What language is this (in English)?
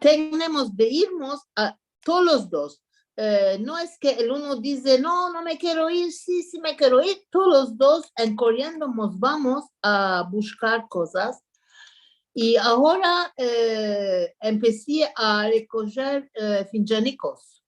Ladino